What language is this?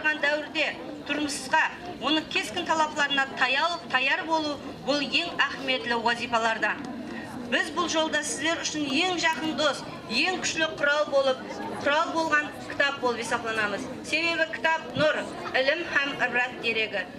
Kara-Kalpak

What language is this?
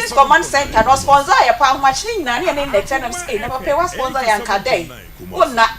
Akan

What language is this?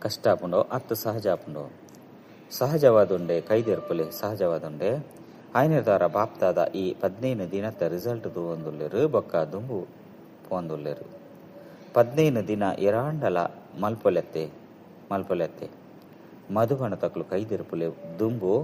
Tulu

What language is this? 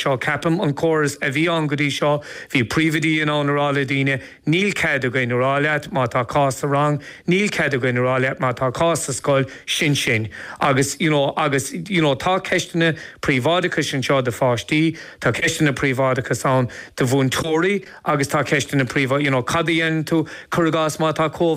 Irish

